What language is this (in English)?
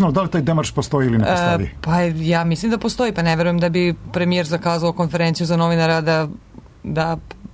Serbian